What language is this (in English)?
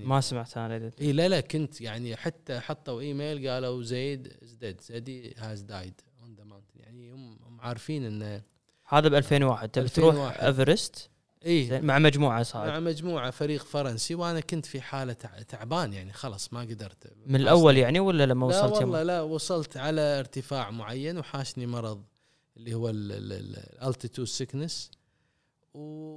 Gulf Arabic